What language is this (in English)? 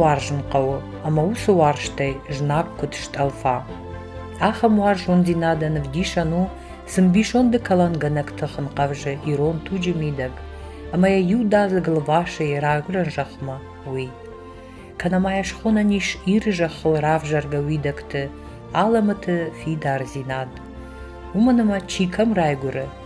Ossetic